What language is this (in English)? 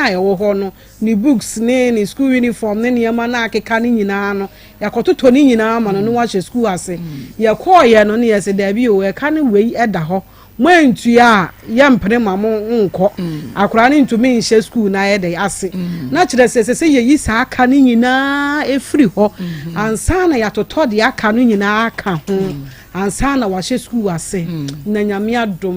Akan